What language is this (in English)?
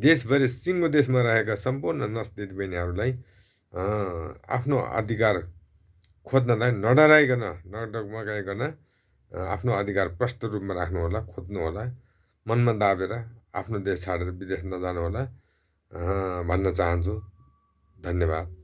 Nepali